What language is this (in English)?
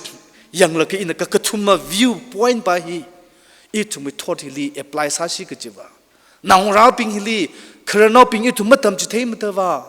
Tangkhul Naga (India)